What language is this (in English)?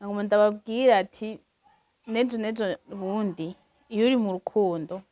Rundi